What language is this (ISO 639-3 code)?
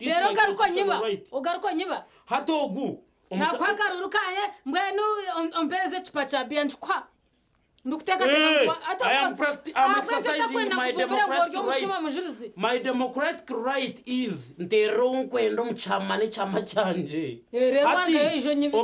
nyn